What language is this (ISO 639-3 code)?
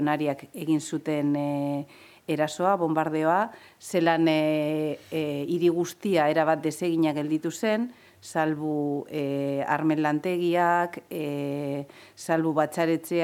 eus